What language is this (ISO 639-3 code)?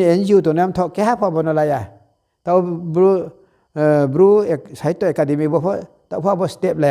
ria